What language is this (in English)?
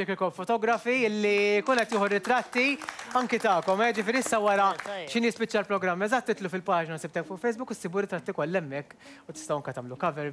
Maltese